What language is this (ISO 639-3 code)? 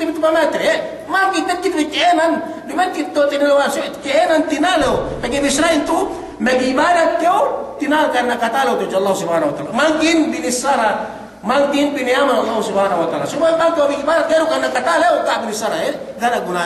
yka